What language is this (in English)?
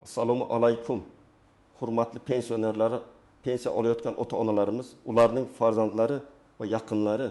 Uzbek